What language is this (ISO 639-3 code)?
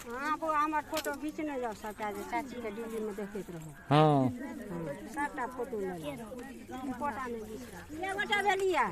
mai